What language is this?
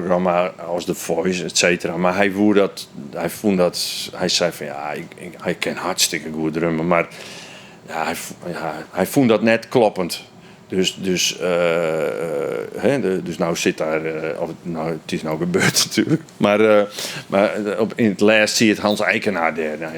Western Frisian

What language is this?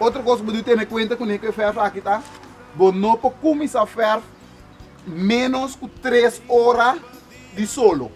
Papiamento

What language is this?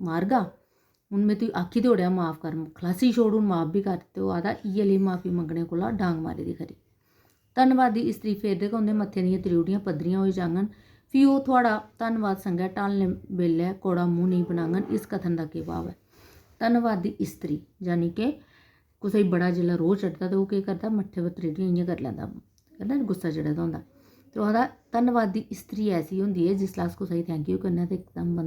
Dogri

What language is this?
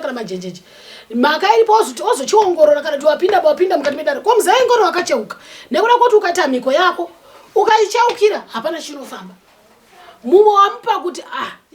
Shona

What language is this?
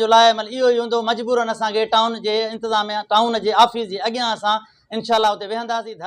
Sindhi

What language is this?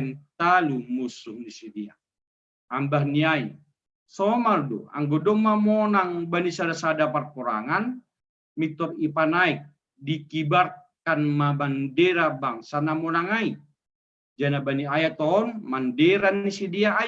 Batak Simalungun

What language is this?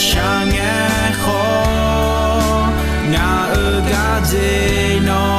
Akha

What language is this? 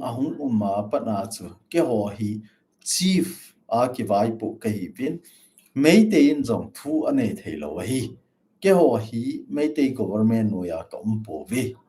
Thado Chin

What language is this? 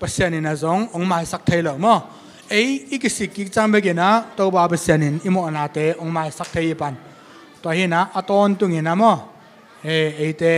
Tedim Chin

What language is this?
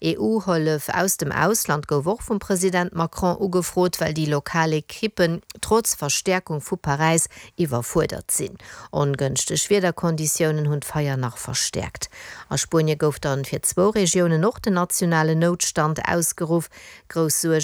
Luxembourgish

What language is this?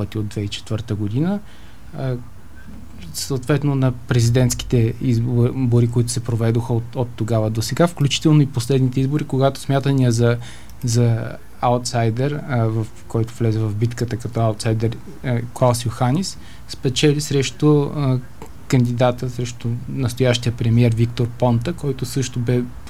Bulgarian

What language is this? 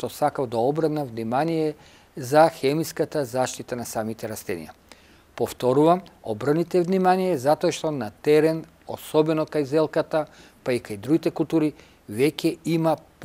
Macedonian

